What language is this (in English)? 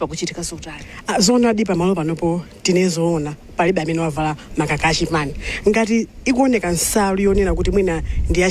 Nyanja